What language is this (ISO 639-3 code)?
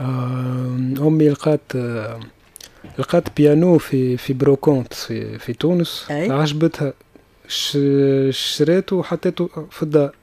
aeb